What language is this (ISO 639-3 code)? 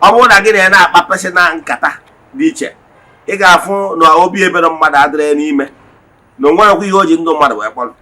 ibo